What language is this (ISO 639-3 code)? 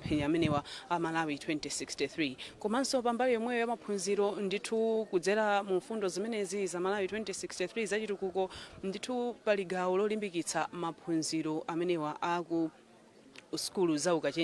nya